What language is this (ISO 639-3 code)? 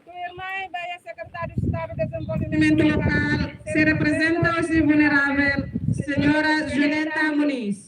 tet